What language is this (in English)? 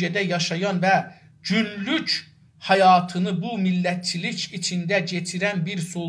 South Azerbaijani